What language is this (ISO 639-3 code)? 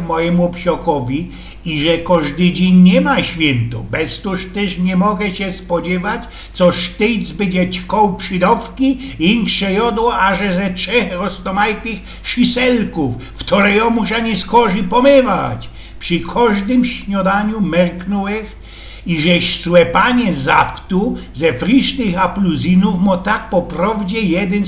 szl